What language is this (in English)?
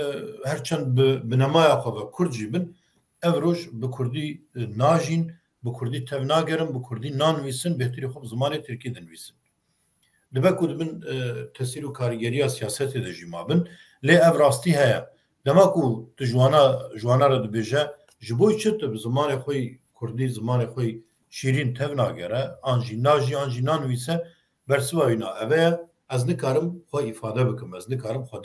Kurdish